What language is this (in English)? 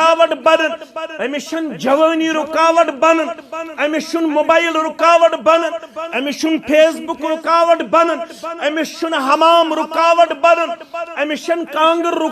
Kashmiri